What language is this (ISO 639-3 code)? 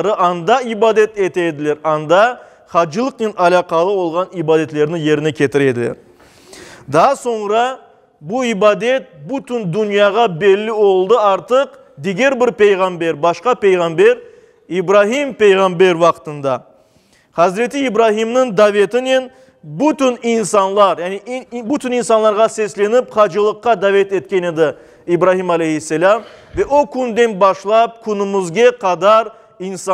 crh